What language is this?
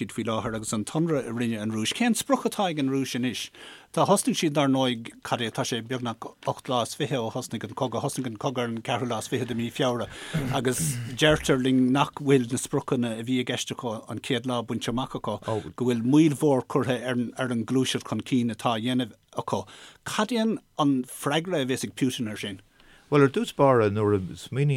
Irish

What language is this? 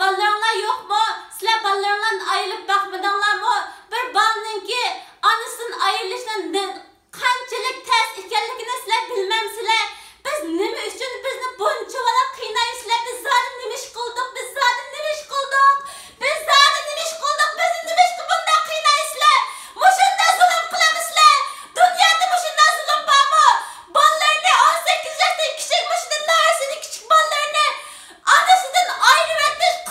Uyghur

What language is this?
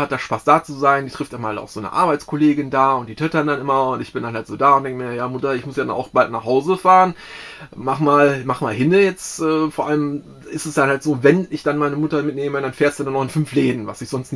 German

